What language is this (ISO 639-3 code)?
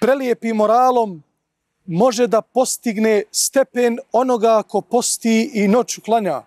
bos